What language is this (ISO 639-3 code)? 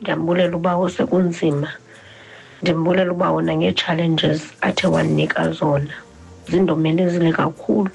xho